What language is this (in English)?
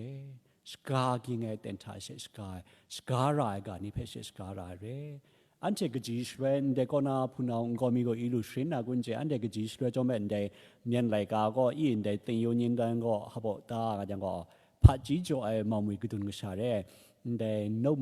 Kachin